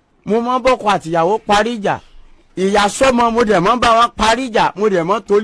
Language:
Yoruba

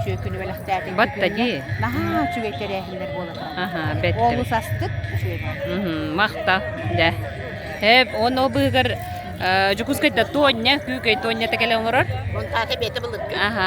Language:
Yakut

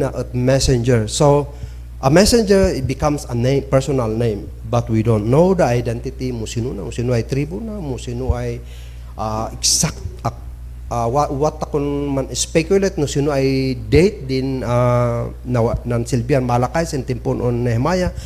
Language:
Kankanaey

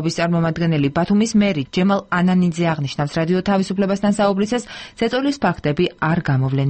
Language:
Georgian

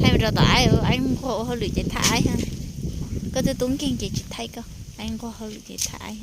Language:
Hmong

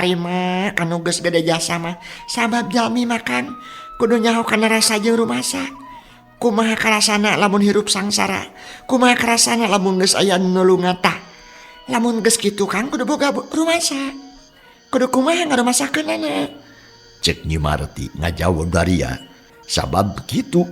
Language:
Sundanese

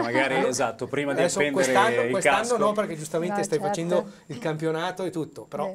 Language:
Italian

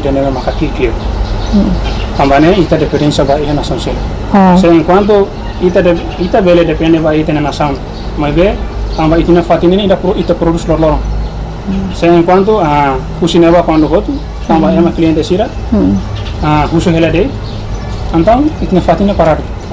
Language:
Tetum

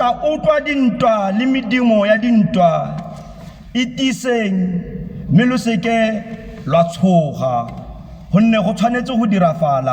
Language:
Tswana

